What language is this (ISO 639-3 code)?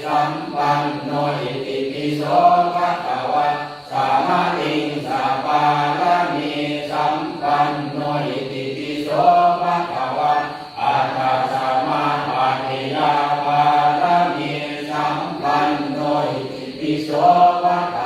pli